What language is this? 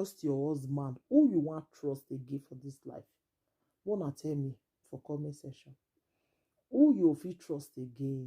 Nigerian Pidgin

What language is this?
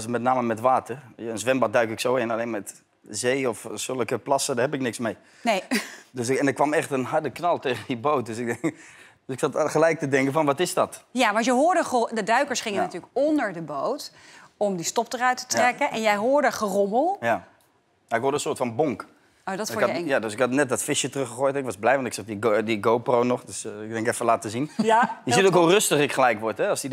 Dutch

